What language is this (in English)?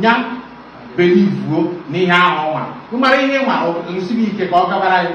Igbo